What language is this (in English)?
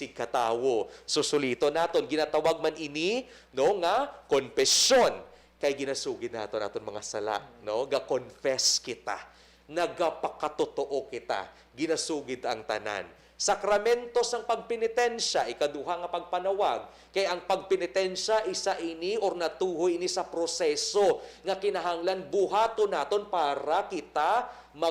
Hiligaynon